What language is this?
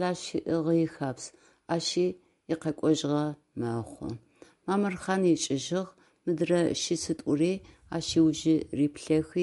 Adyghe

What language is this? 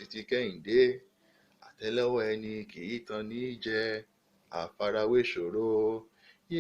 Yoruba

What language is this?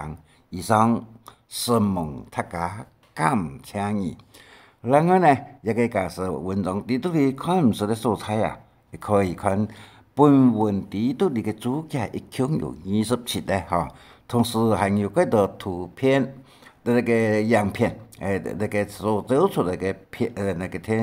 Hakka Chinese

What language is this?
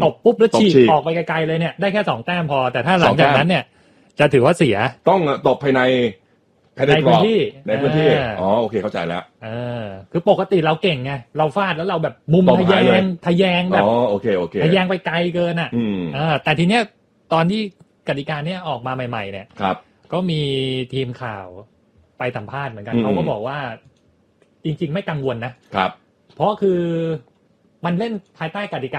Thai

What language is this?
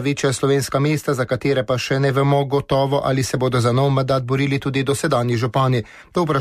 Slovenian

